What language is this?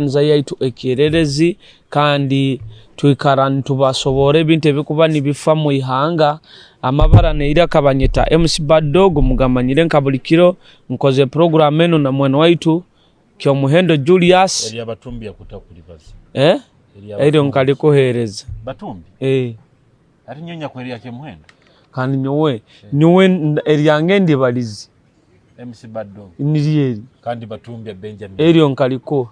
Nyoro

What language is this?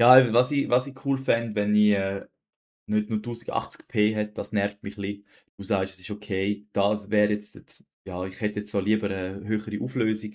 Swiss German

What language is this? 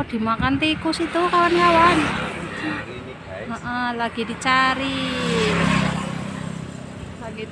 Indonesian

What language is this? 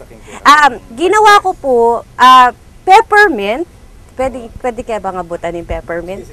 Pampanga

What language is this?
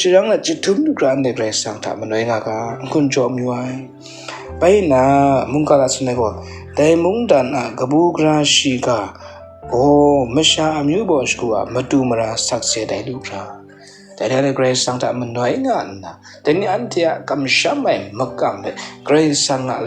Kachin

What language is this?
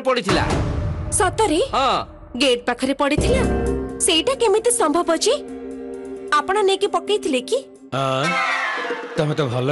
Odia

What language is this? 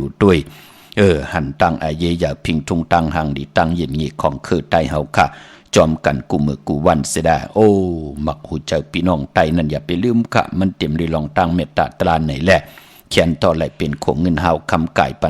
Shan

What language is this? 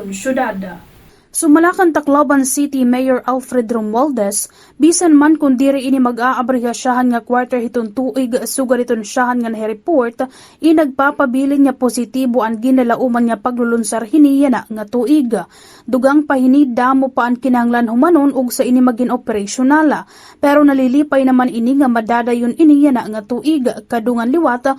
Waray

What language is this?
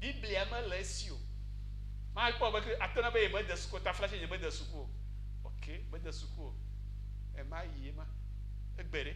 Ewe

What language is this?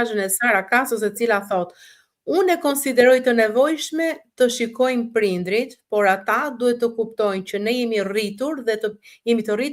Albanian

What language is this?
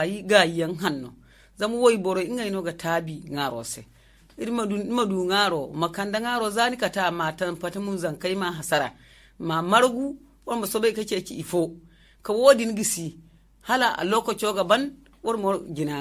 Zarma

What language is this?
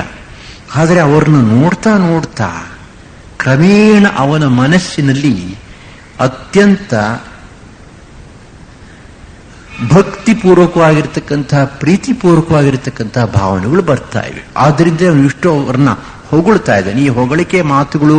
Kannada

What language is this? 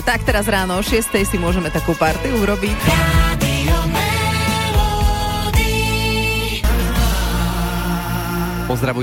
Slovak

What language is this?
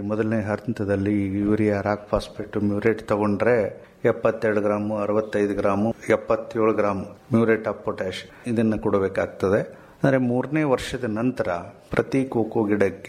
Kannada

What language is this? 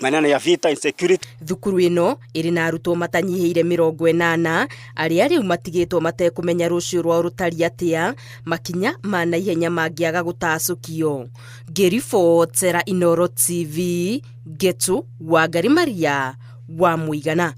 Kikuyu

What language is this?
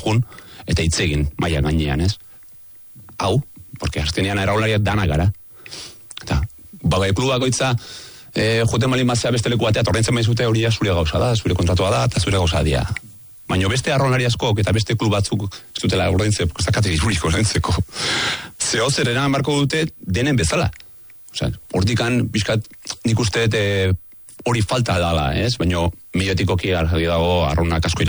Basque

